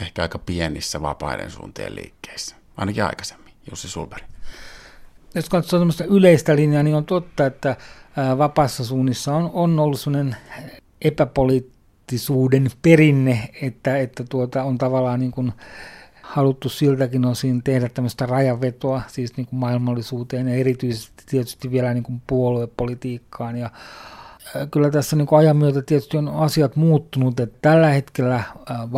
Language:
Finnish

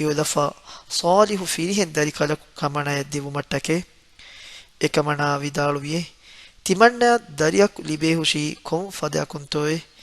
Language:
Divehi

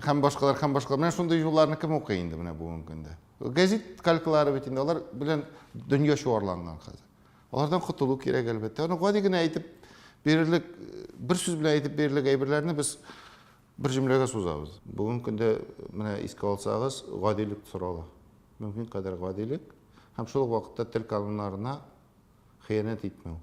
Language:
Tatar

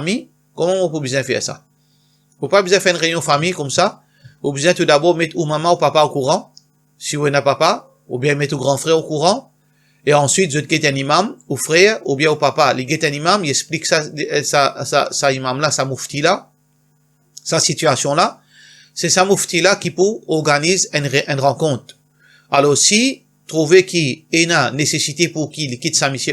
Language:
Morisyen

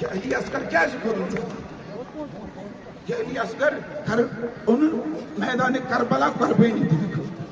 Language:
Kashmiri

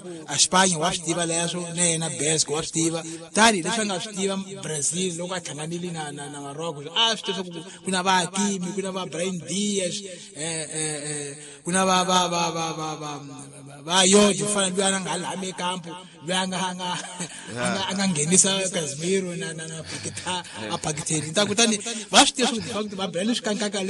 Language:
Tsonga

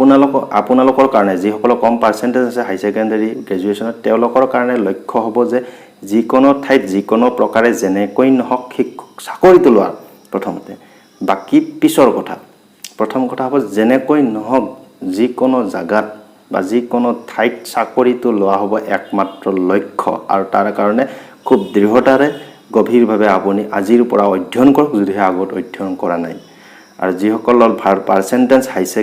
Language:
Assamese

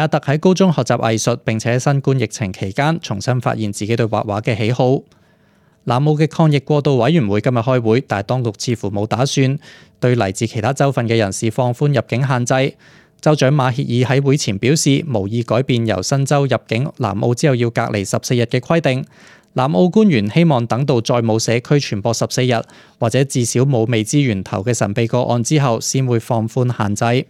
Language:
Cantonese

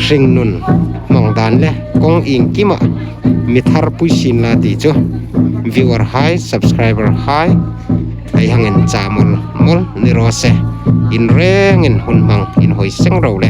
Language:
Hmar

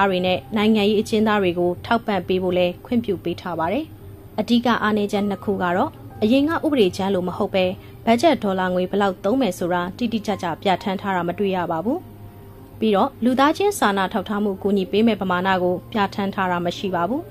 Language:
Burmese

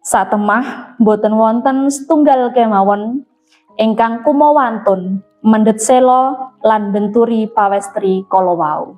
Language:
Javanese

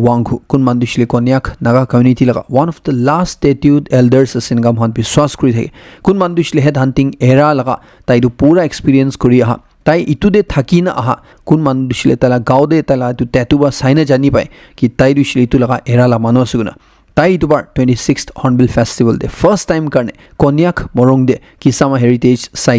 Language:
Naga Pidgin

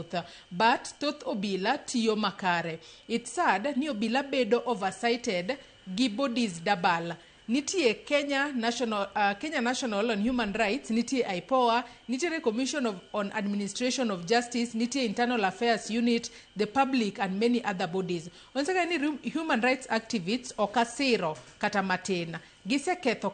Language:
Luo (Kenya and Tanzania)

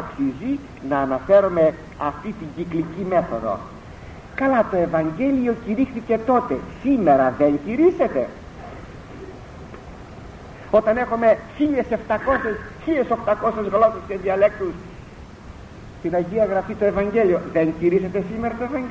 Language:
Greek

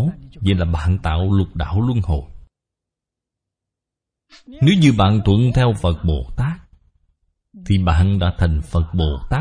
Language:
Vietnamese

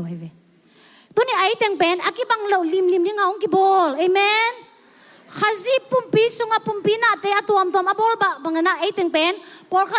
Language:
Tedim Chin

